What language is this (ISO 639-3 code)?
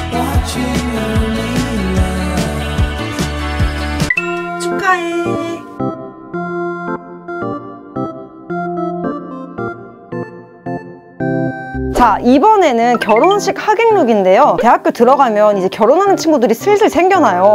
kor